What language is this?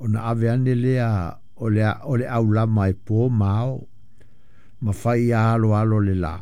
Samoan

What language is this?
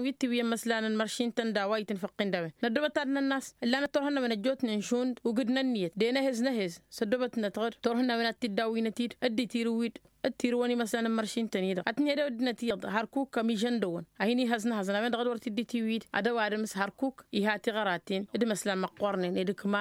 Tamasheq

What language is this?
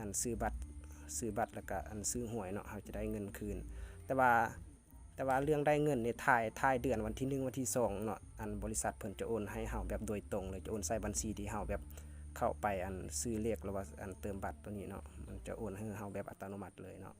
Lao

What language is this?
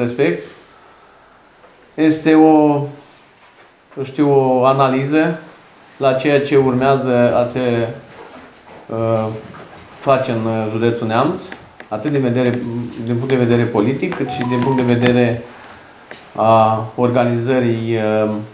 Romanian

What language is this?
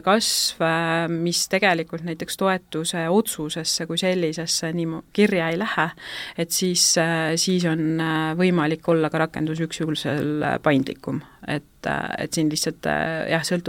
Estonian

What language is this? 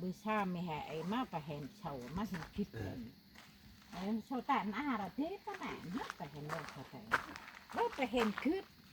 Central Mnong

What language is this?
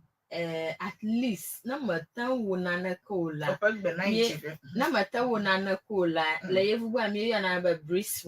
Ewe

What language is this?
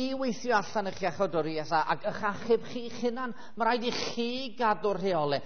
Welsh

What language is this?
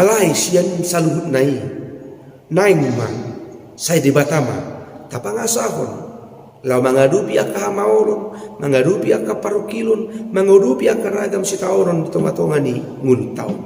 Batak Toba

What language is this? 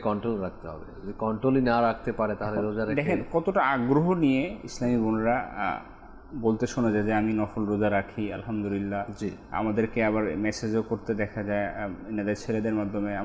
Bangla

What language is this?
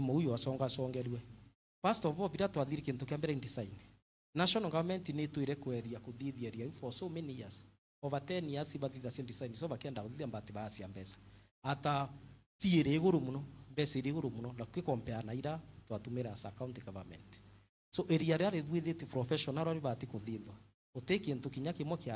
Meru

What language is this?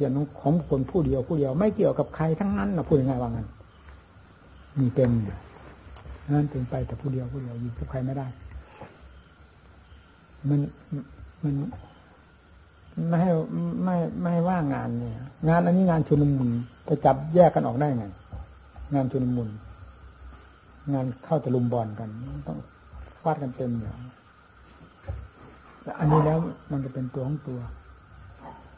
Thai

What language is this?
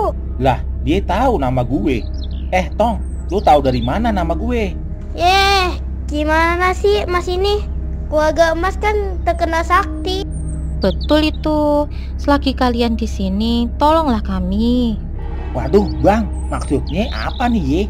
Betawi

